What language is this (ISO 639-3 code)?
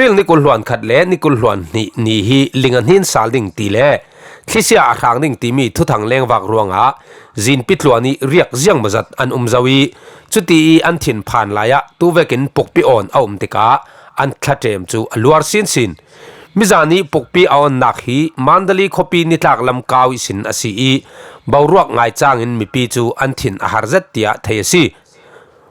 cfm